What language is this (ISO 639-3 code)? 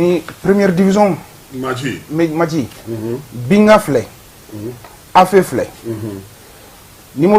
bam